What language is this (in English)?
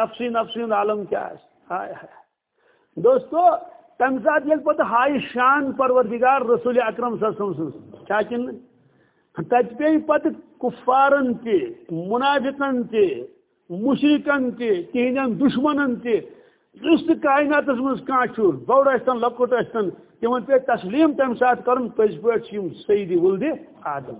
Kashmiri